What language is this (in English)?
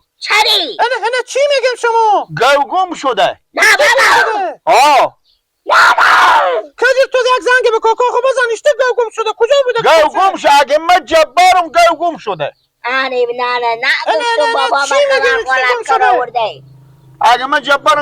Persian